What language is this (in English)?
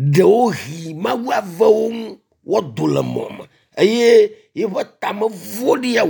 Ewe